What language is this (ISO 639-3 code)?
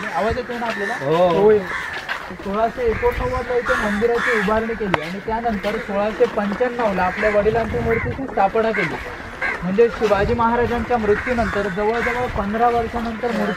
mar